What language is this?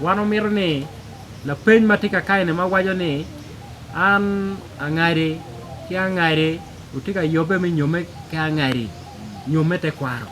Acoli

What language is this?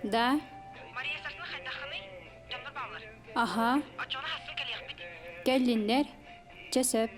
Yakut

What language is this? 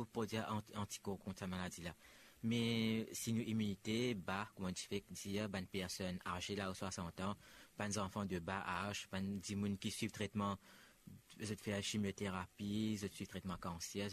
Morisyen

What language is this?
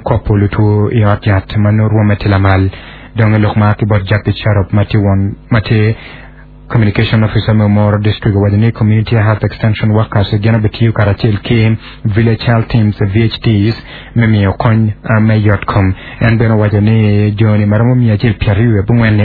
Acoli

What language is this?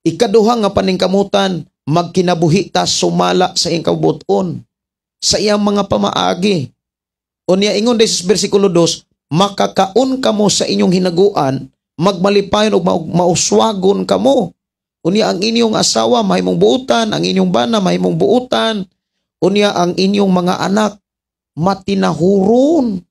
Cebuano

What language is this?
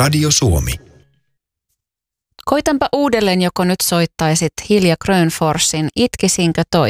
Finnish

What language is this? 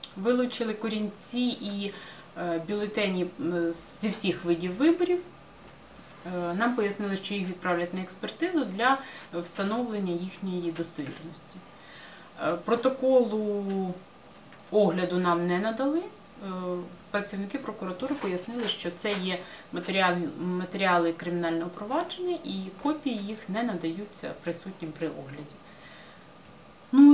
Ukrainian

